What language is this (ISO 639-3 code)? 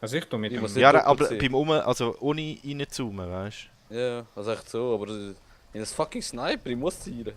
gsw